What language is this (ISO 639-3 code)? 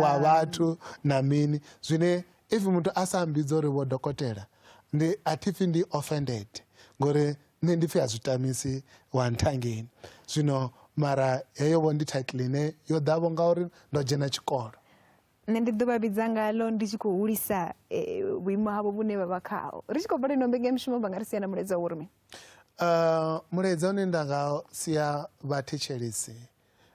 ven